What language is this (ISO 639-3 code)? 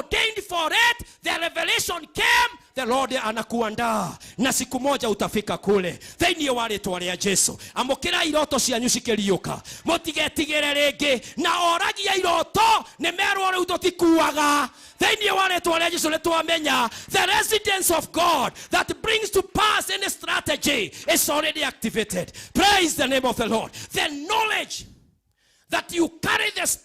kik